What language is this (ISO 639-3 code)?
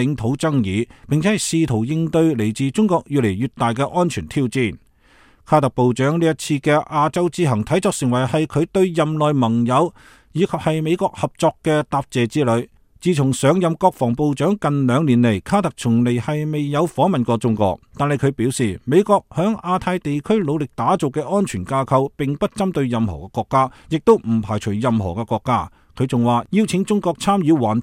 yue